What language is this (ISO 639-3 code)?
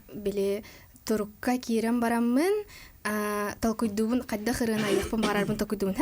sah